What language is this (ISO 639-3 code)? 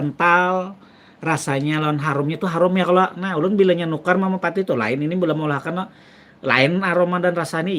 bjn